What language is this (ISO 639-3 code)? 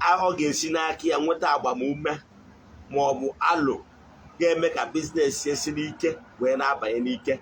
ibo